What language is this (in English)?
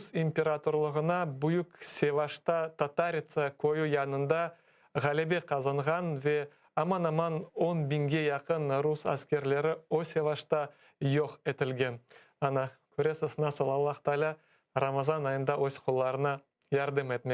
Crimean Tatar